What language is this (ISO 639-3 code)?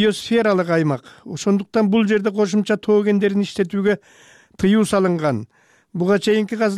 kir